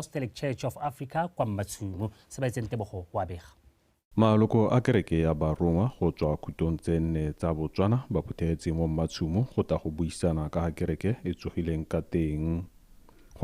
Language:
Tswana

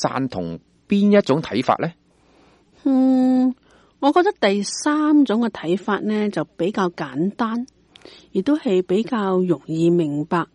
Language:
Cantonese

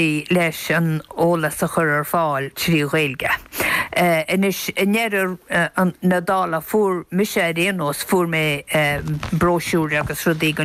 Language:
Irish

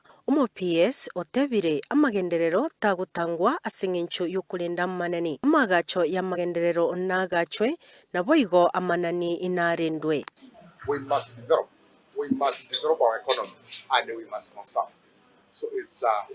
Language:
Gusii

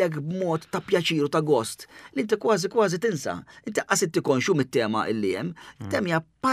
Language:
Maltese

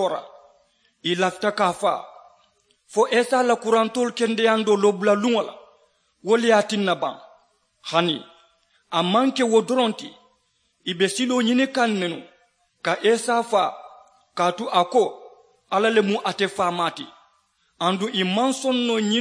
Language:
Mandingo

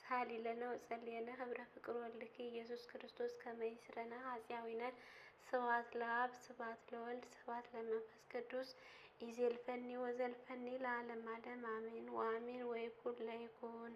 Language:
Amharic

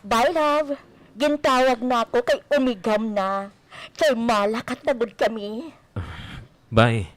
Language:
Waray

